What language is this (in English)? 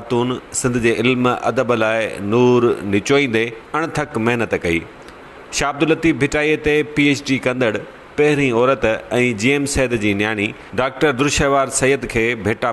Sindhi